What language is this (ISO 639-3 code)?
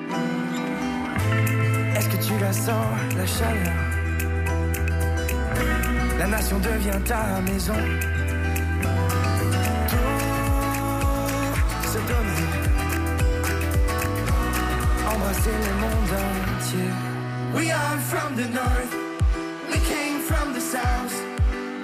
fra